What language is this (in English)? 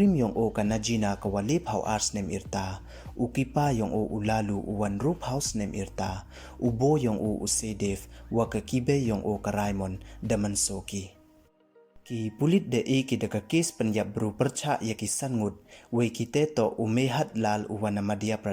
Pnar